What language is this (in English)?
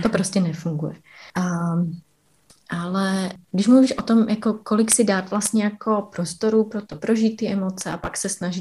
Czech